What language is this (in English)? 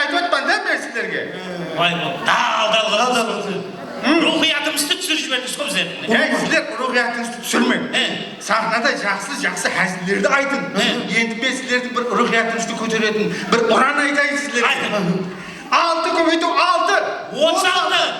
Kara-Kalpak